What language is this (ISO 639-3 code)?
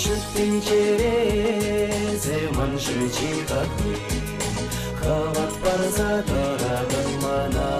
chv